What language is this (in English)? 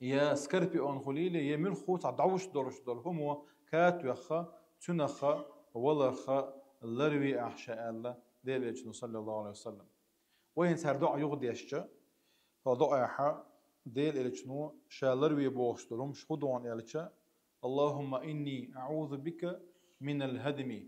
Chechen